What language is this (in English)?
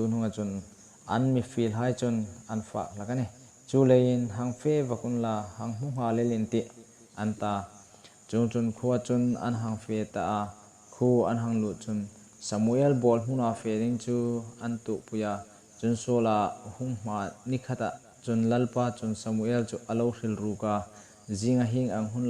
Hmar